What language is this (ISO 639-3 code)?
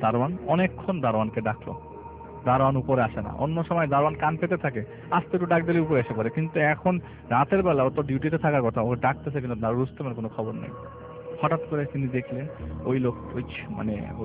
ben